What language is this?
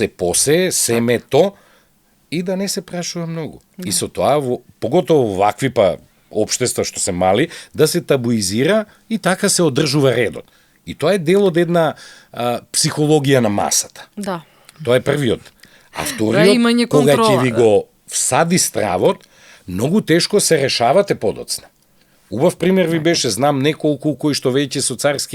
Macedonian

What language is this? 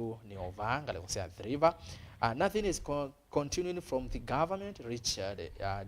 Kamba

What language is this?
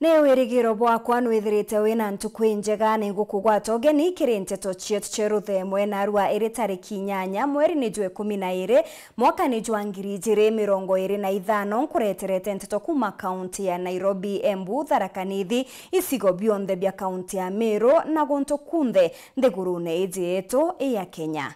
Meru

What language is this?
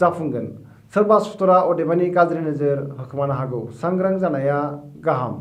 Bodo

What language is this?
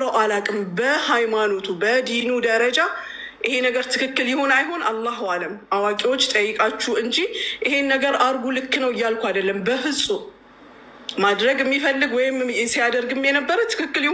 Amharic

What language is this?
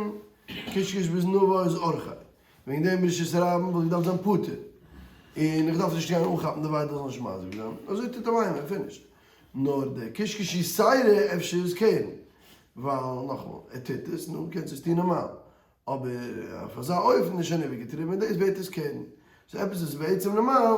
Yiddish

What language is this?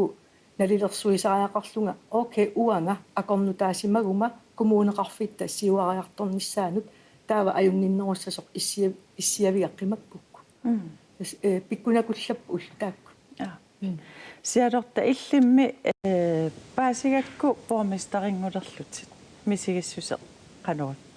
Kalaallisut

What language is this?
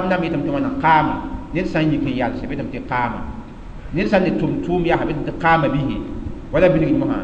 Mossi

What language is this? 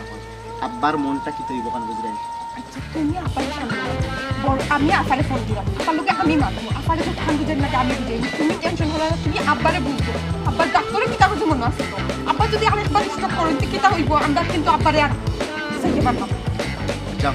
Sylheti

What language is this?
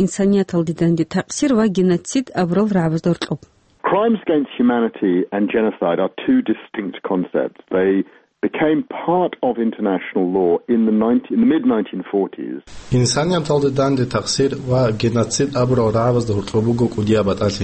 Avaric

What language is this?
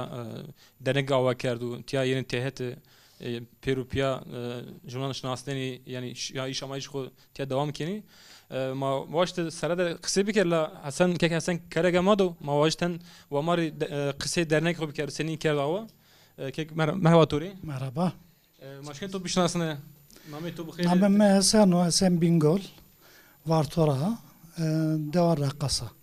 Zaza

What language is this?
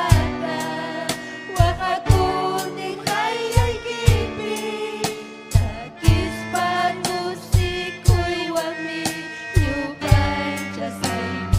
Ayacucho Quechua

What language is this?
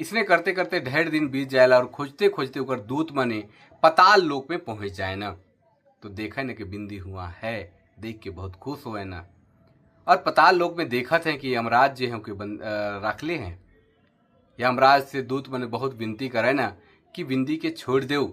Sadri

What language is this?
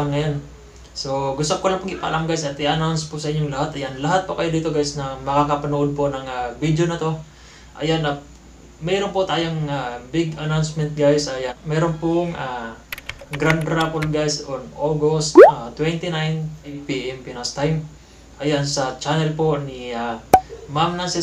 Filipino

